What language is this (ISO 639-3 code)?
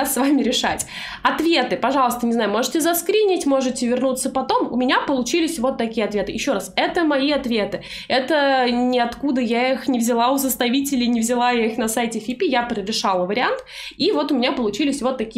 rus